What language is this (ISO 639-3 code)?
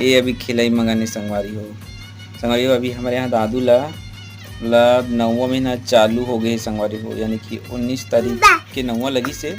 hne